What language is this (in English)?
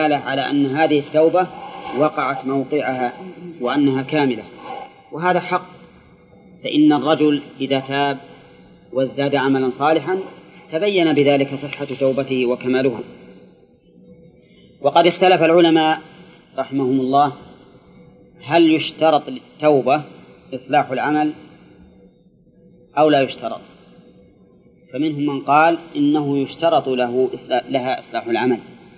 Arabic